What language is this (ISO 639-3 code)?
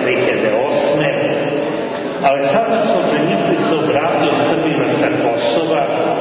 srp